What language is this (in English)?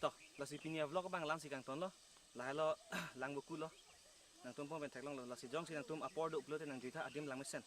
Karbi